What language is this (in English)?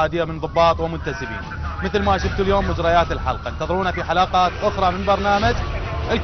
Mesopotamian Arabic